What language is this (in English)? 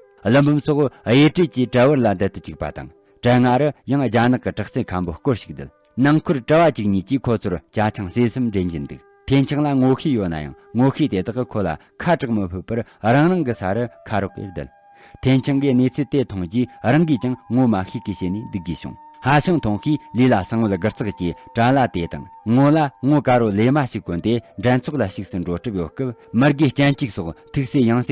Tibetan